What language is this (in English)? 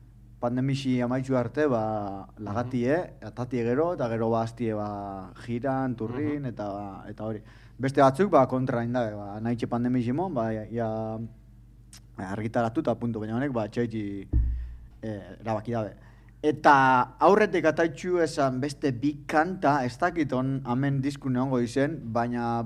Basque